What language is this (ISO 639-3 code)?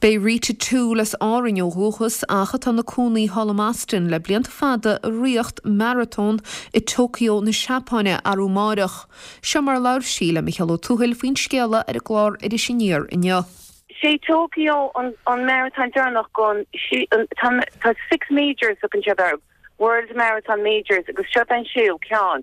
gle